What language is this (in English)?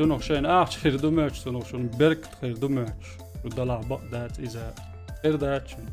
Chechen